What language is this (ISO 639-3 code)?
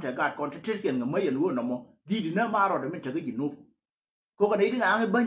nus